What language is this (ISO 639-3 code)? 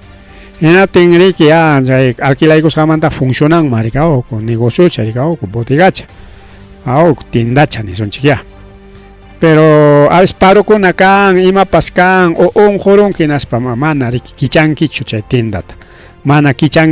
quy